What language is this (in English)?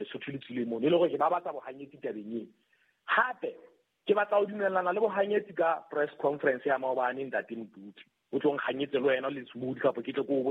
Southern Sotho